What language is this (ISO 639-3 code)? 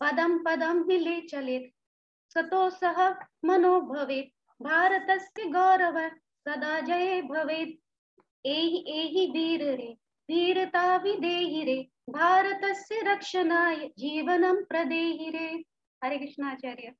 san